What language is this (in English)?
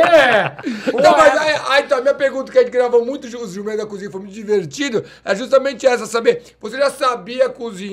Portuguese